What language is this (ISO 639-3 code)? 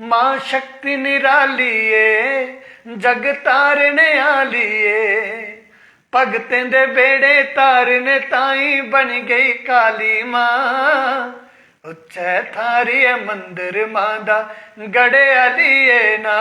doi